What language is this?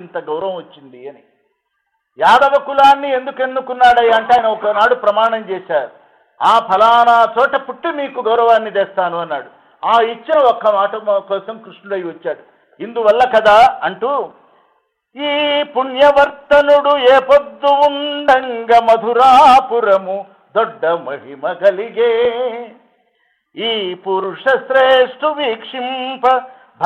Telugu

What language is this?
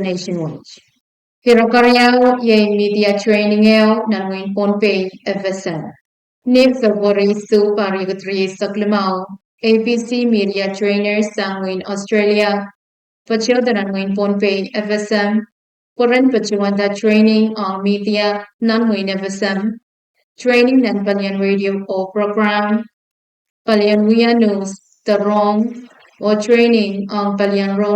Pohnpeian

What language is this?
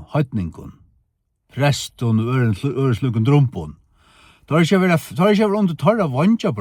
Faroese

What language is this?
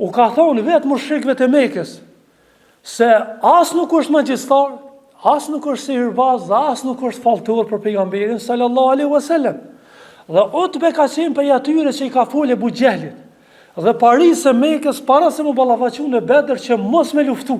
Albanian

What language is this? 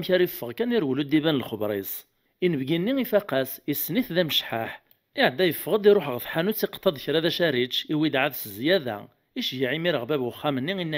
Kabyle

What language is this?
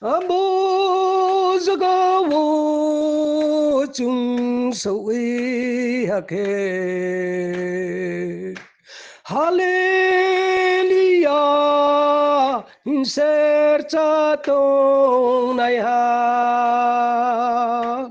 Riang (India)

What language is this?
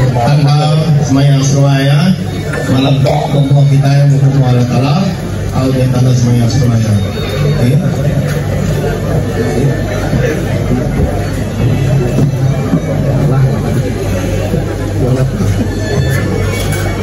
Malay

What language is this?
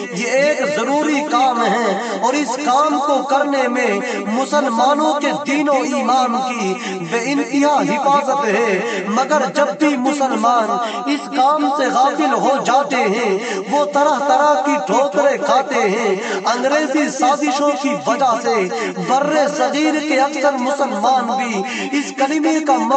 Urdu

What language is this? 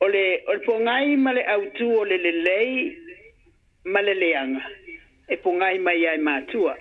Samoan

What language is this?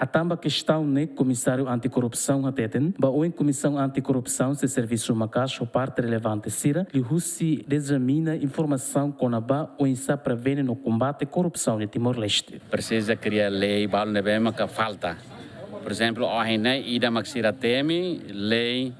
Tetum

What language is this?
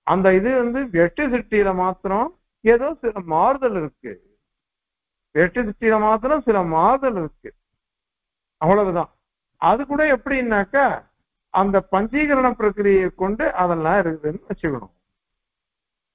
Tamil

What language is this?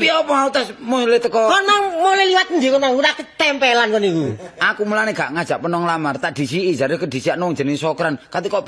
Javanese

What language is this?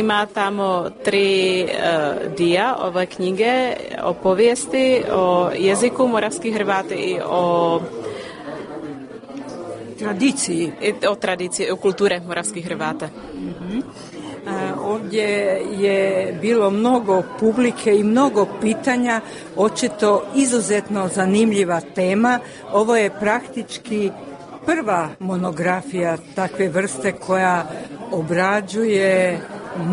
Croatian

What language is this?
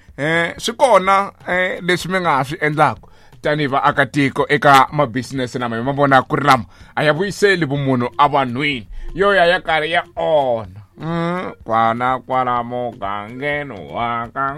Tsonga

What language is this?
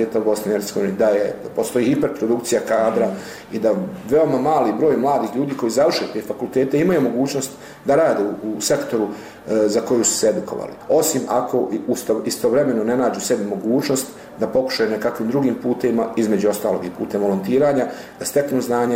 Bosnian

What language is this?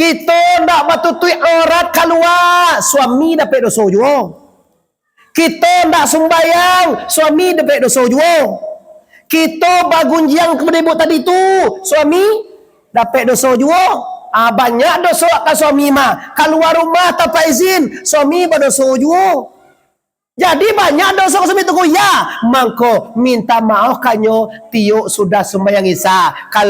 Minangkabau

